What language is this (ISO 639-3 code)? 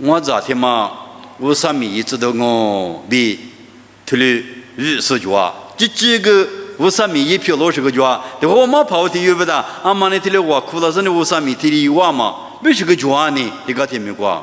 lis